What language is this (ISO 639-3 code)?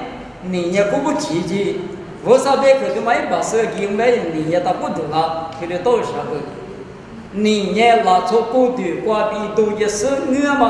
lis